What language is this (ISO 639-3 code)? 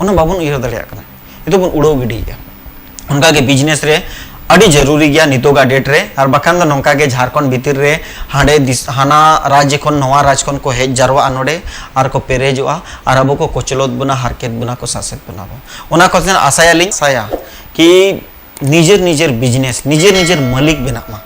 sat